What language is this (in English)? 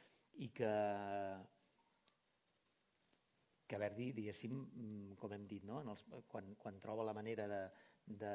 Catalan